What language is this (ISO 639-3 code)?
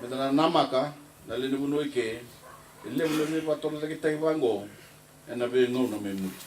fij